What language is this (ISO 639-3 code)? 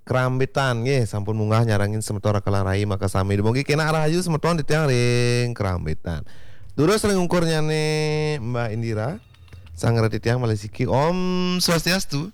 ban